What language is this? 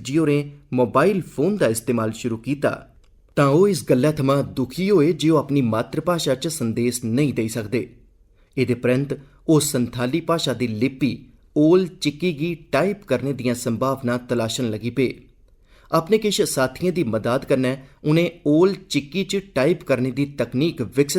Dogri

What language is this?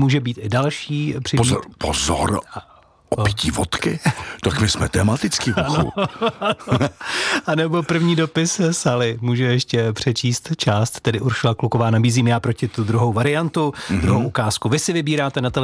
Czech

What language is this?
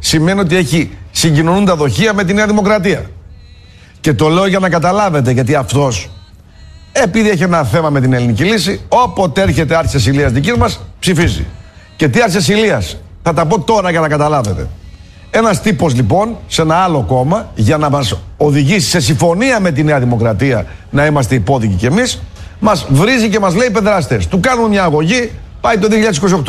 Greek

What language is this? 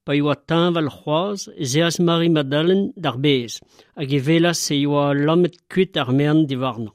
Breton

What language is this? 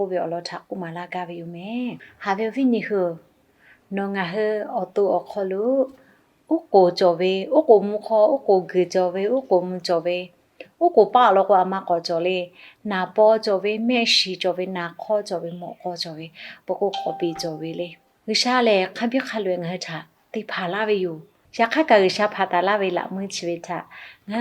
Lahu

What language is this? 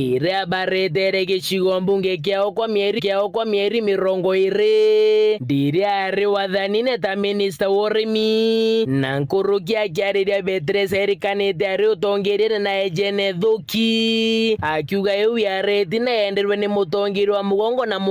Meru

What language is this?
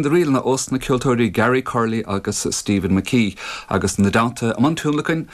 Irish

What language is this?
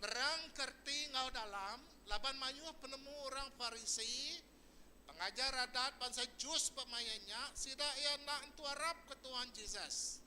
Iban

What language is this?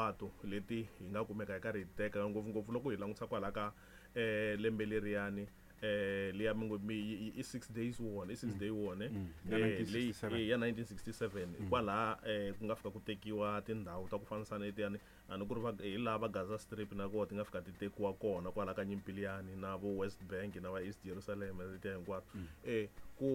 Tsonga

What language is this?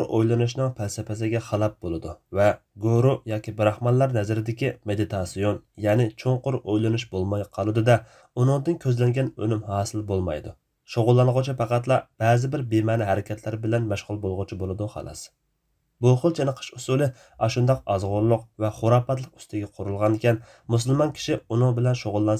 Uyghur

